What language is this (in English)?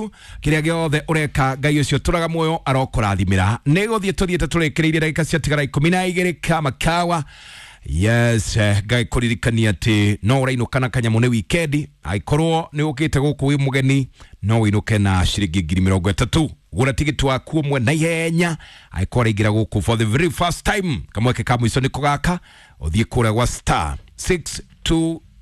Kikuyu